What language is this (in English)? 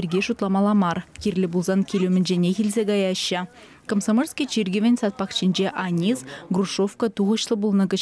Chuvash